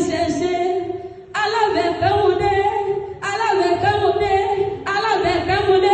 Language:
Yoruba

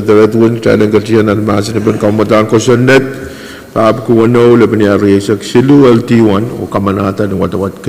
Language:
Pohnpeian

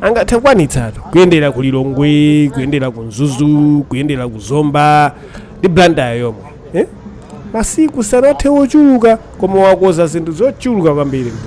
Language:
Nyanja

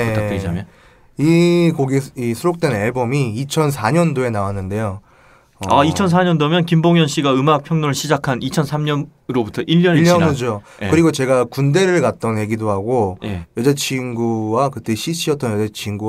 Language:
Korean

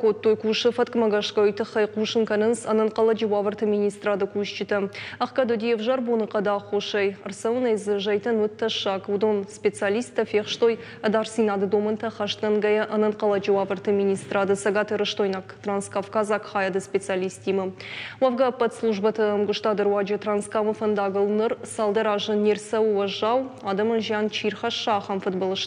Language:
Ossetic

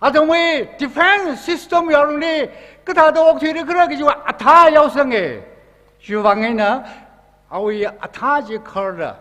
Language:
Tangkhul Naga (India)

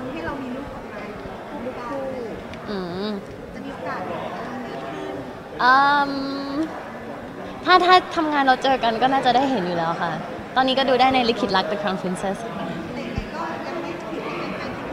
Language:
Thai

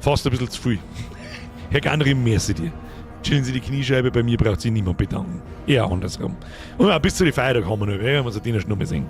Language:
Bavarian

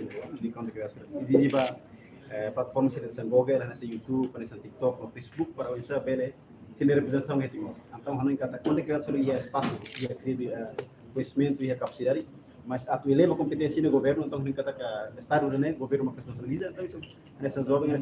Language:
Tetum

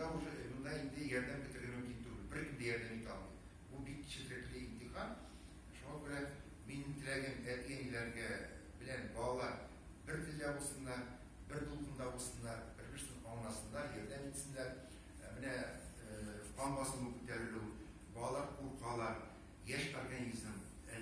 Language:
Tatar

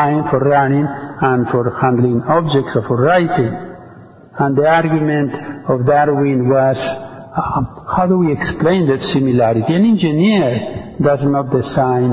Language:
English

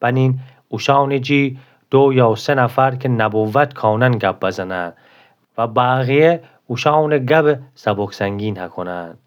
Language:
Gilaki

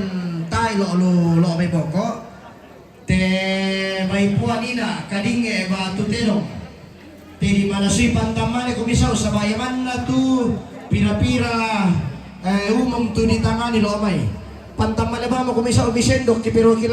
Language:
Toraja-Sa'dan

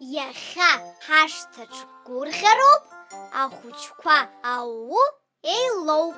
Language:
Abkhazian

